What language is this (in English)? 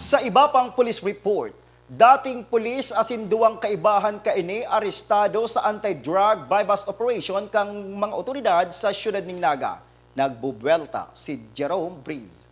Bikol